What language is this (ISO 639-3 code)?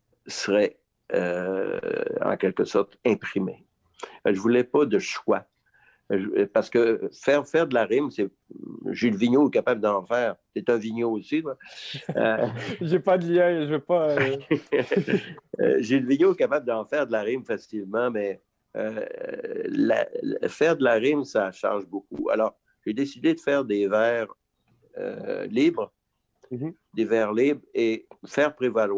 fra